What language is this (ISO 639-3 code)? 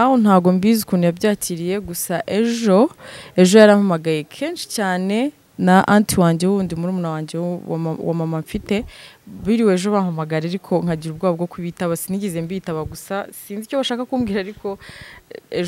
kin